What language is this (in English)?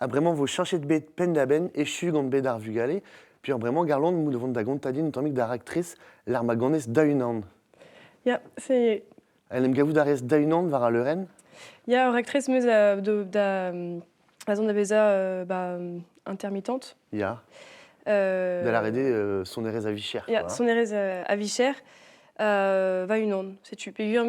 Breton